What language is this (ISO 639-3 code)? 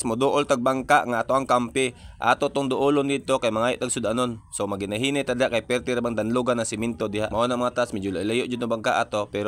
ceb